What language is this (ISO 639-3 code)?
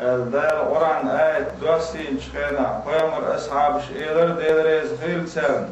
che